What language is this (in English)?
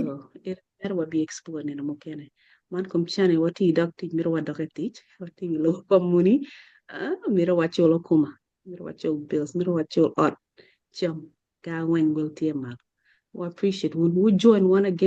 Acoli